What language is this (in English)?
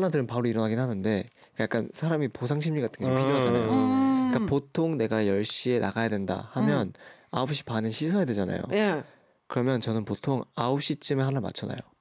Korean